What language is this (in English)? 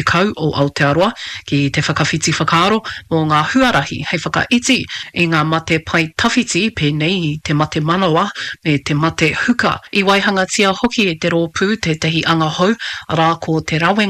Māori